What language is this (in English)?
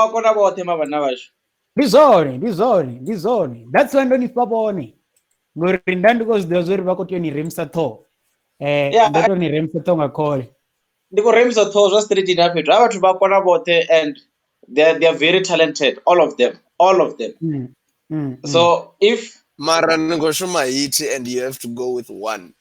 Venda